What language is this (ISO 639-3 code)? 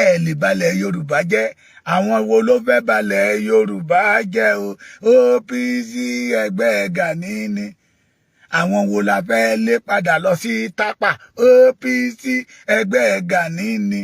yor